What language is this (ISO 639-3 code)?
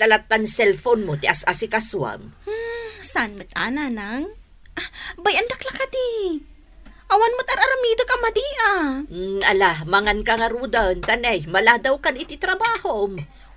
ilo